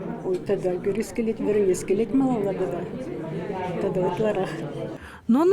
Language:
Chuvash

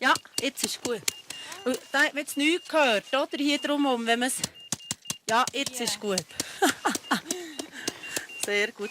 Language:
Swiss German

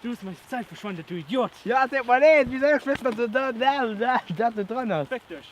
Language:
Luxembourgish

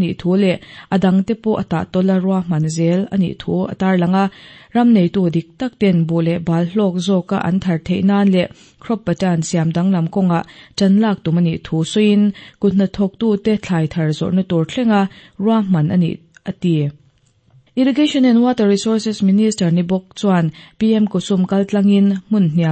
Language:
Mizo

